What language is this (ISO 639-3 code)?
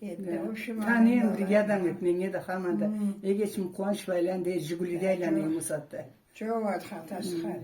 krc